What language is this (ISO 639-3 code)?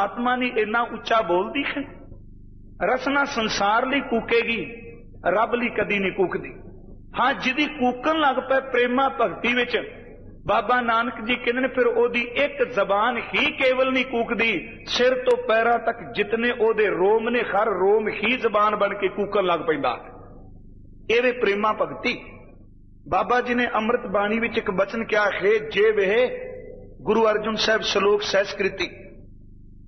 pan